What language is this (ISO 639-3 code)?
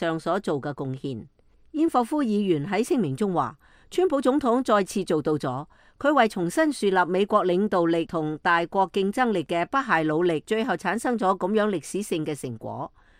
yue